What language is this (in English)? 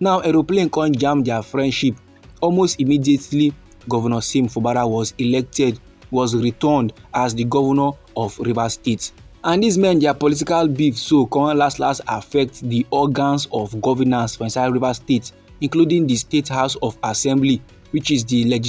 Nigerian Pidgin